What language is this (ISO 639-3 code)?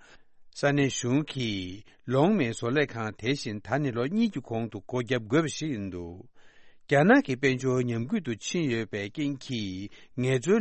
bod